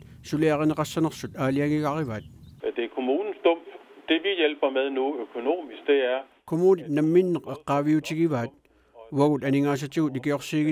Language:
Kalaallisut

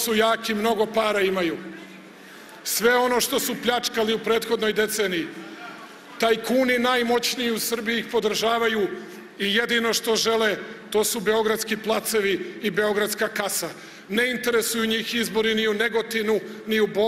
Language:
Serbian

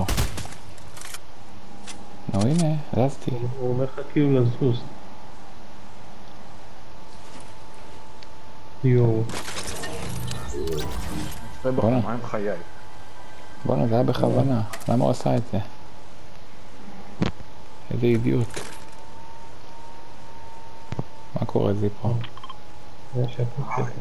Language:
Hebrew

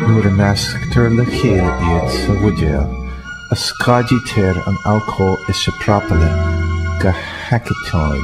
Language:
Irish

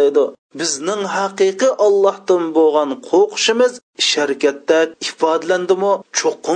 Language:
Uyghur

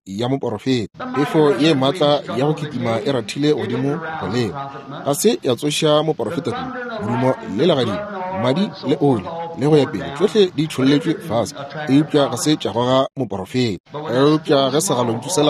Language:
Northern Sotho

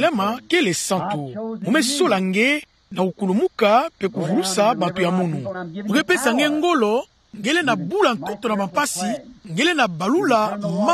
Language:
Kituba (Democratic Republic of Congo)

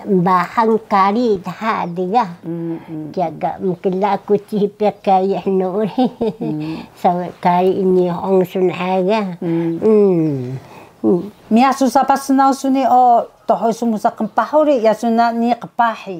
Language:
Taroko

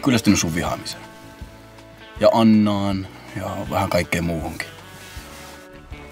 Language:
Finnish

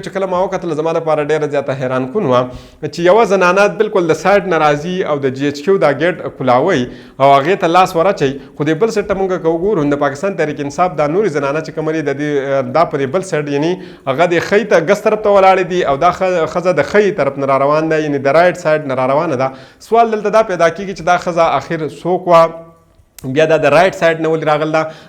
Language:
Pashto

